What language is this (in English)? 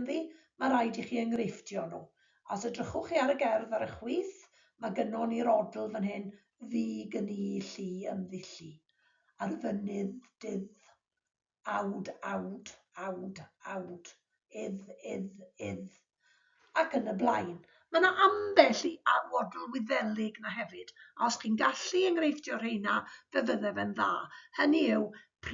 Welsh